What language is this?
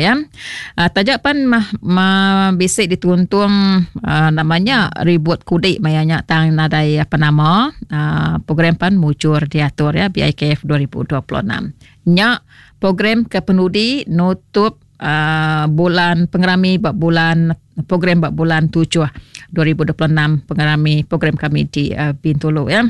Iban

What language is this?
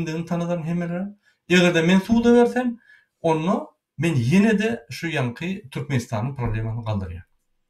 Turkmen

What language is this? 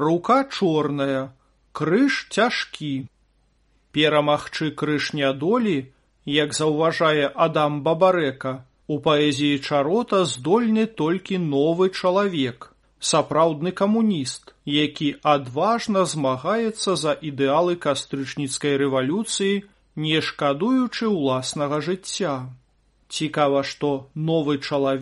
Belarusian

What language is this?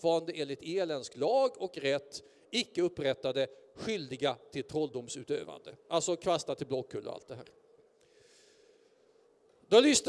Swedish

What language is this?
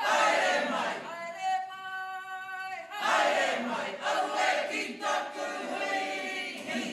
Māori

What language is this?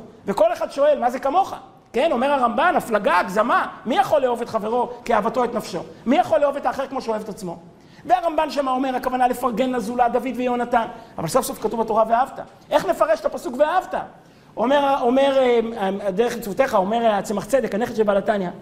Hebrew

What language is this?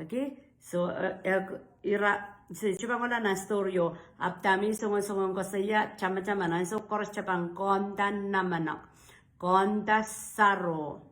Pohnpeian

